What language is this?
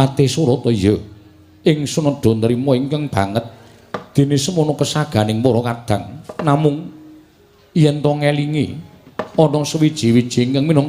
Javanese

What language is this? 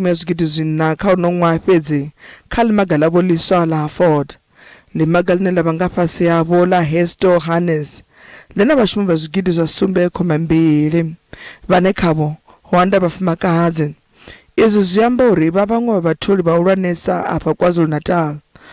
Venda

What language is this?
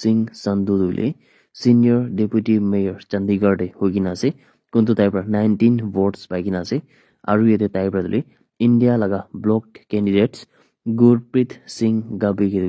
Naga Pidgin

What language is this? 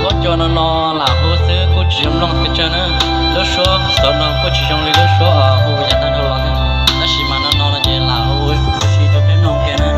Hmong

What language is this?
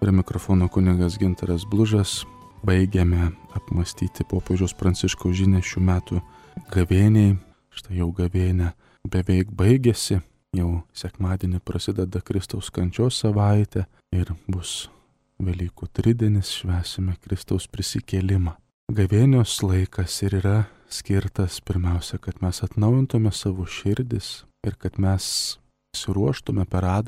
Lithuanian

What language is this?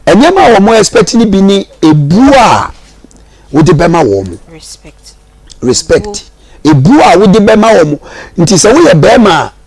Akan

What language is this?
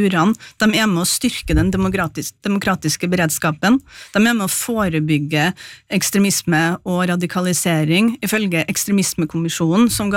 Norwegian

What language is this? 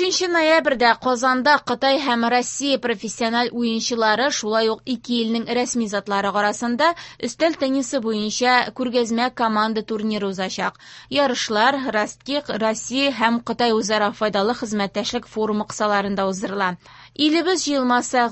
Tatar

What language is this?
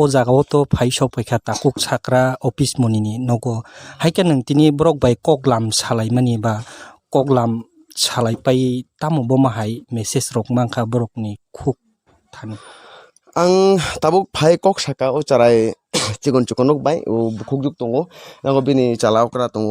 Kok Borok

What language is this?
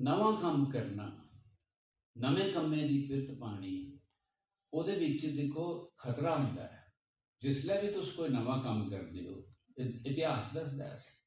Dogri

